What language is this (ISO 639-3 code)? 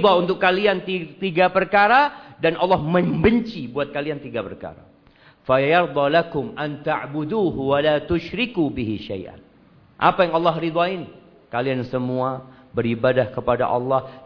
ind